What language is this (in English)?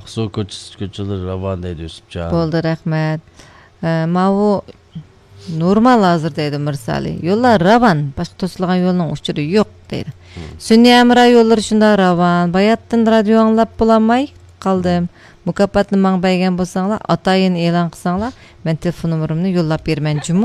Uyghur